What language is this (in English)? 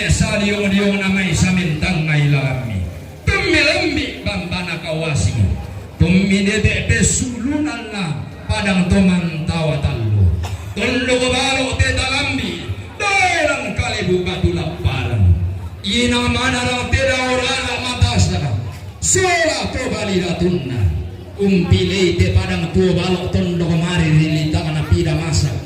Toraja-Sa'dan